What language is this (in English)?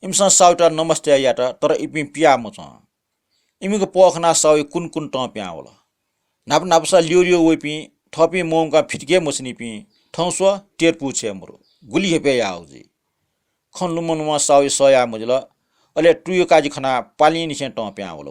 Newari